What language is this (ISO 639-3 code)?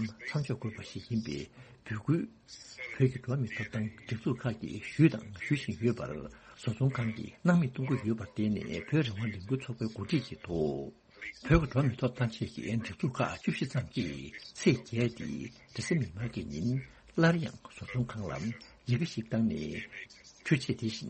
bod